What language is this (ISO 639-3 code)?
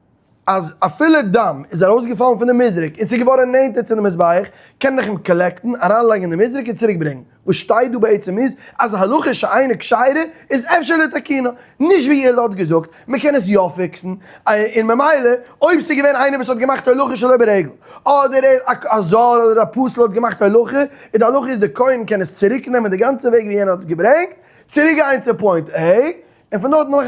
yid